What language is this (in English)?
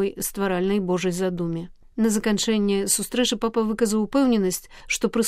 Belarusian